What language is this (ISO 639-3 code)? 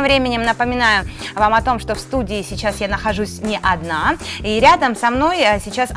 rus